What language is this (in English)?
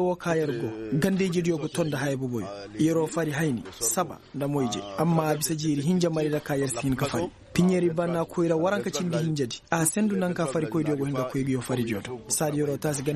Koyraboro Senni